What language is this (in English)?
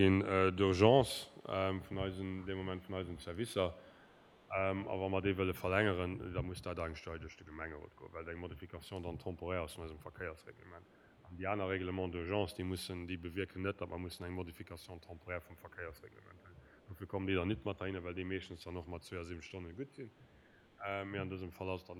Luxembourgish